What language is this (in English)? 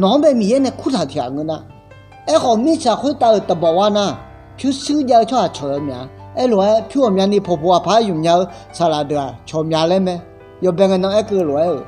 Akha